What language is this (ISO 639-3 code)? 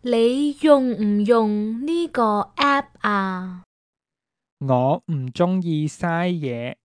yue